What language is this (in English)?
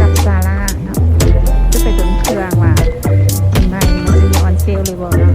Lao